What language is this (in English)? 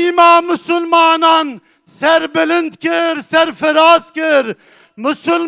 Kurdish